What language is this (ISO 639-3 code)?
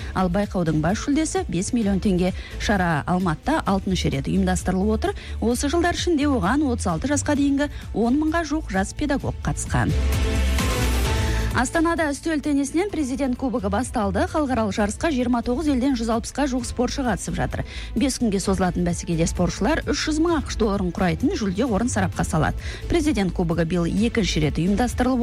kaz